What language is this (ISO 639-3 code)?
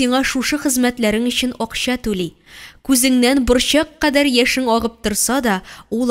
tat